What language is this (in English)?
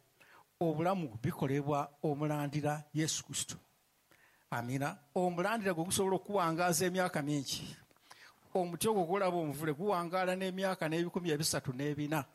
Ganda